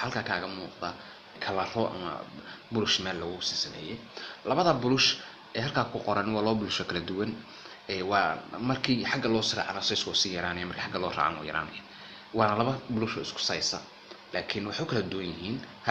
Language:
Somali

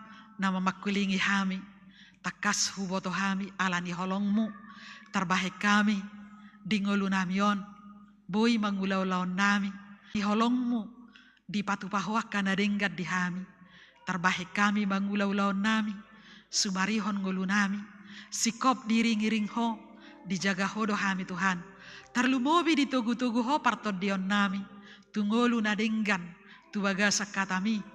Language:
Batak Toba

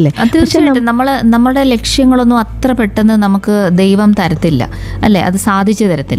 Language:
Malayalam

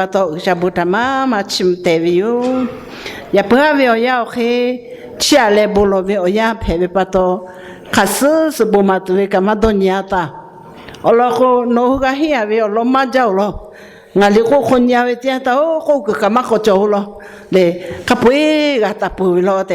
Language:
Lahu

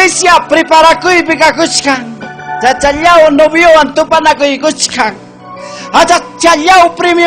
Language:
Ayacucho Quechua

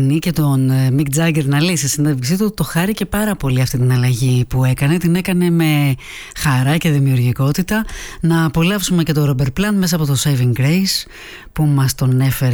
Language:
Greek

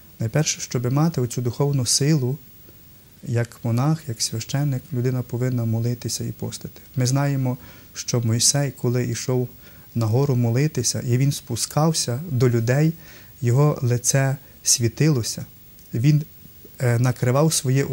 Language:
Ukrainian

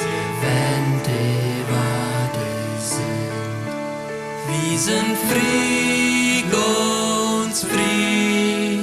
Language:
Plautdietsch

